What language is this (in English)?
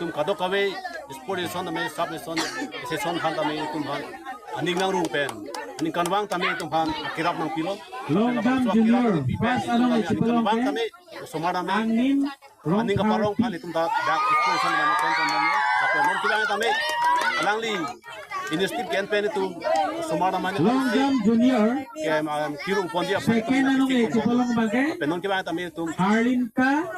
Karbi